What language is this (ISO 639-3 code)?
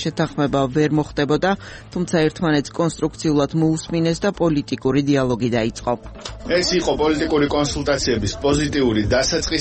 kat